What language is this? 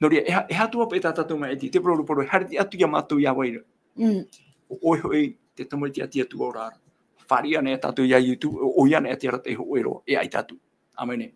Tahitian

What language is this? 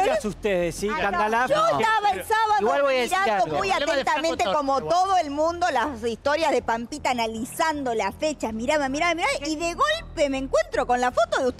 Spanish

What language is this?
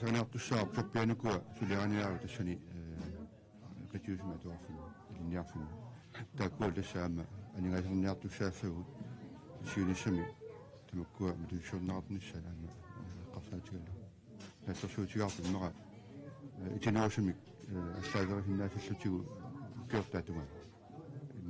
Kalaallisut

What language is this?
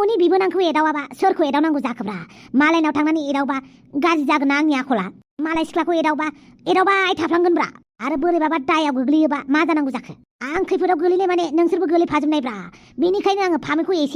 Bodo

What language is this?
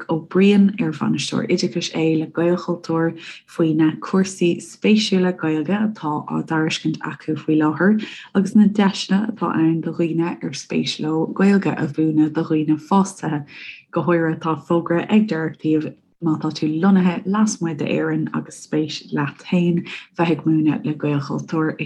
Irish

